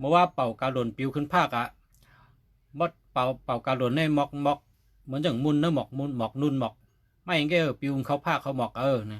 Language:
Shan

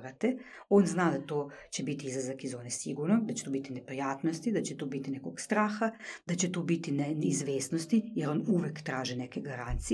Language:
Serbian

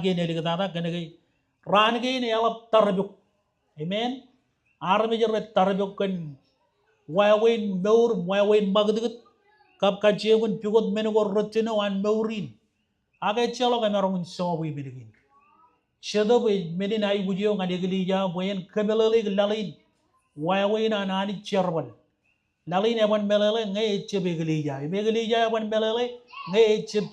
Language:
Marshallese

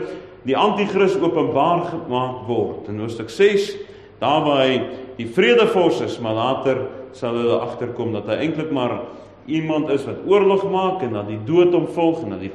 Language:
Afrikaans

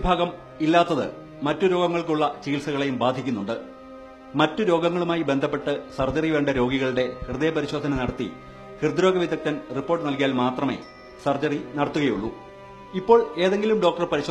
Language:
Malayalam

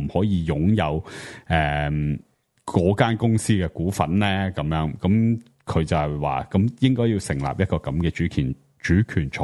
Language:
Cantonese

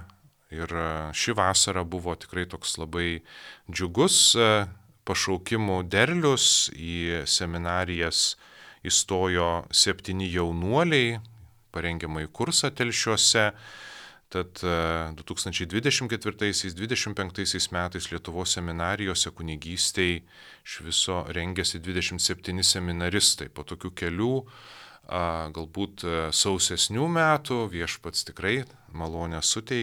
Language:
Lithuanian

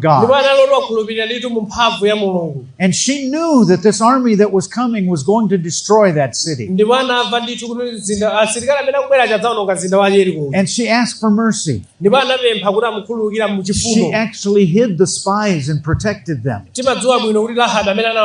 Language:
Nyanja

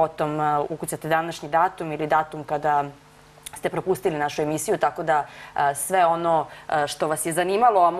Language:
Serbian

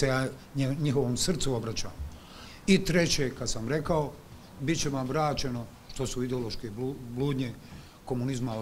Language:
Bosnian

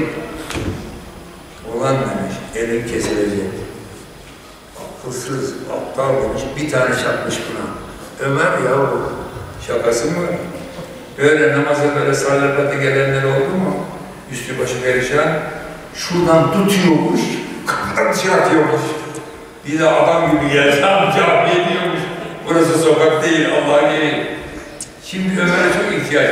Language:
Turkish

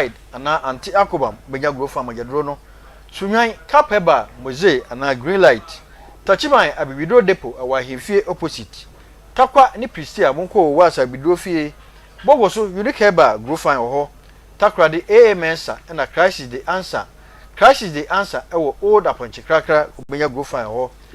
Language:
Akan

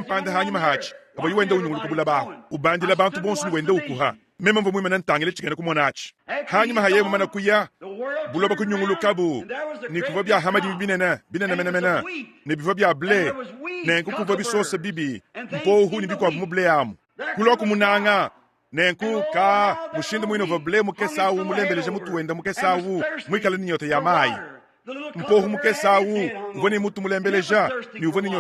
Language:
Luba-Lulua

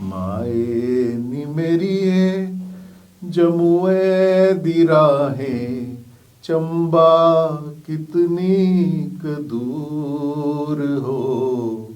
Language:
Dogri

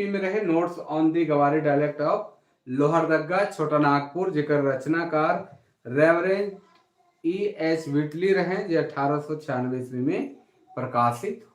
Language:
Sadri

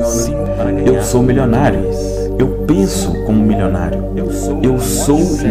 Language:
Portuguese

